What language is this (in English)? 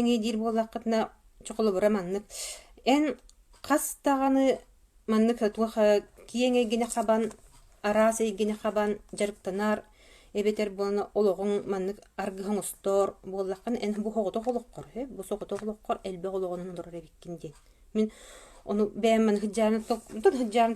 Yakut